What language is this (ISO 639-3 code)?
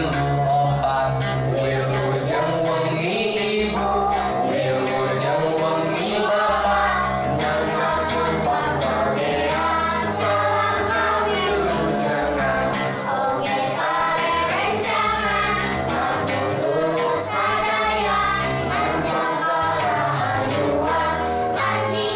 sun